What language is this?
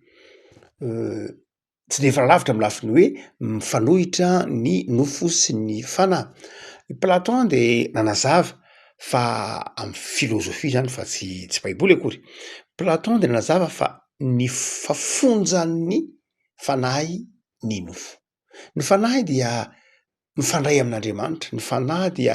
Malagasy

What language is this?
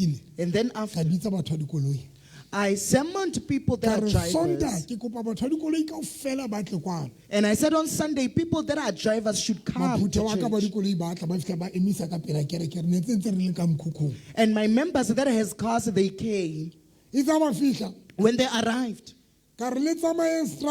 Southern Sotho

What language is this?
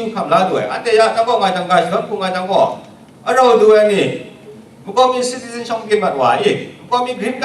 Kachin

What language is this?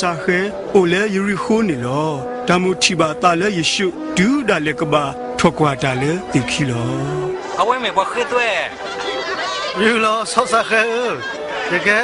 S'gaw Karen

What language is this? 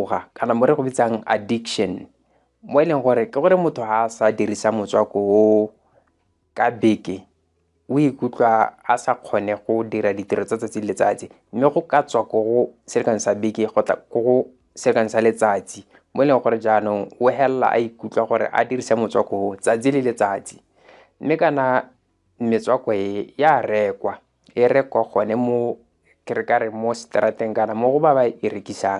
Tswana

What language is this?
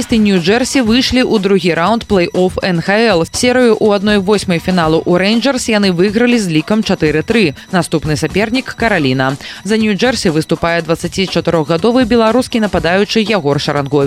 Belarusian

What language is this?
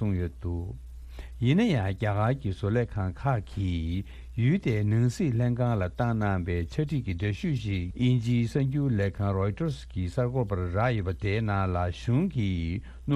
Tibetan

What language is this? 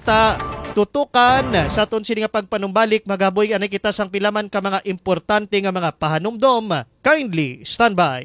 Hiligaynon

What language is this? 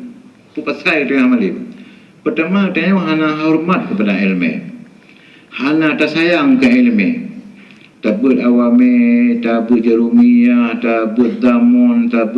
Achinese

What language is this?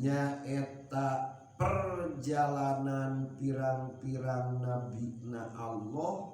Sundanese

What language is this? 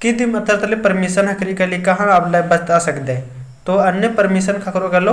Kurukh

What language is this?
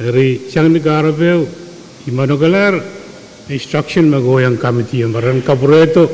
Pohnpeian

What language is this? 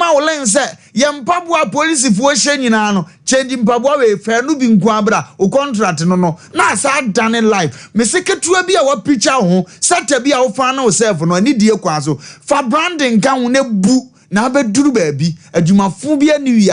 Akan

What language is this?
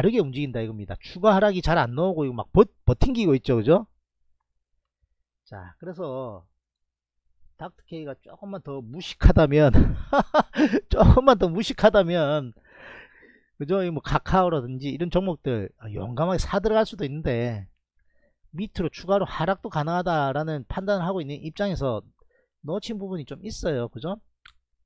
Korean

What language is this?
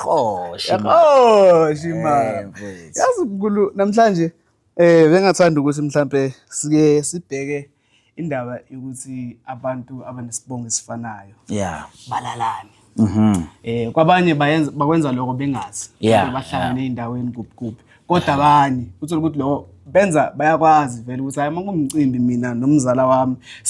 Zulu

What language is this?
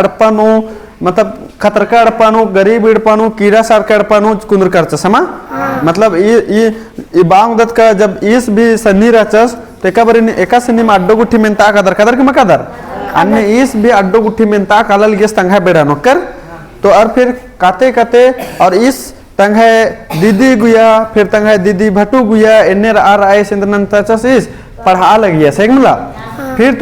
Kurukh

